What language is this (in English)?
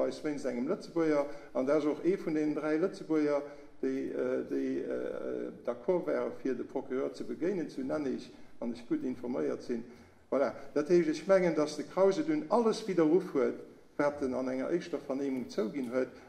Luxembourgish